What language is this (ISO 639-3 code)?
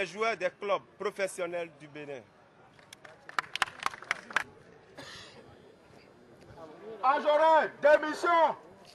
fra